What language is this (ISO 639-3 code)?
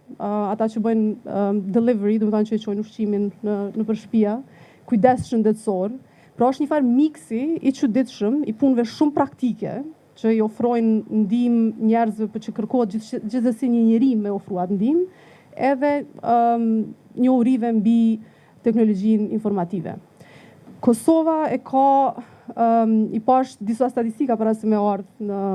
sqi